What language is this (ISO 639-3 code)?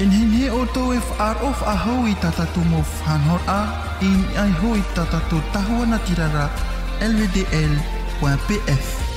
tah